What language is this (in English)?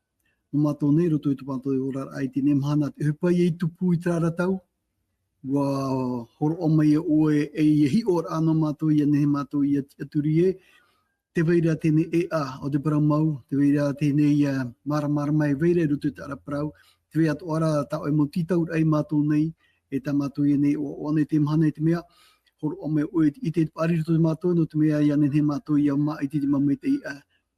Tahitian